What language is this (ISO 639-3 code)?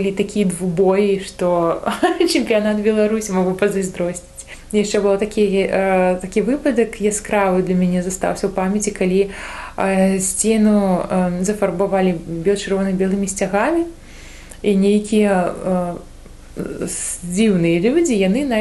bel